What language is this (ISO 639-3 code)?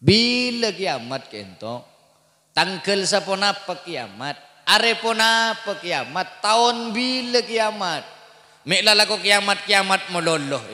mad